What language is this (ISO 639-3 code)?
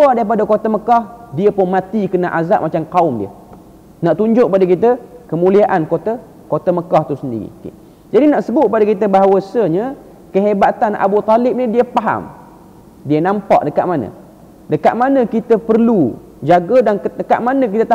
msa